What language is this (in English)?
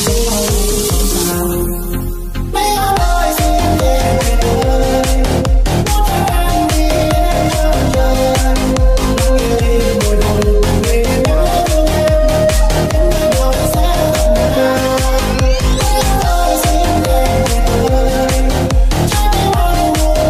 Vietnamese